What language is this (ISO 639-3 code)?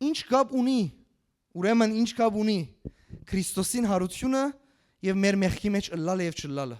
hyw